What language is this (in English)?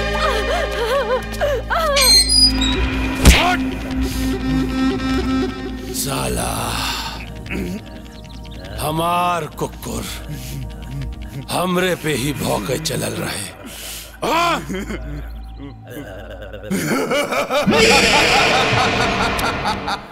Bhojpuri